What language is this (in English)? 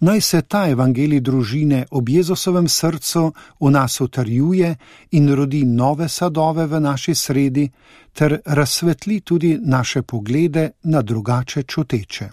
Slovenian